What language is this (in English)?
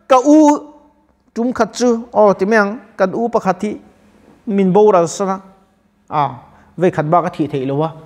Mizo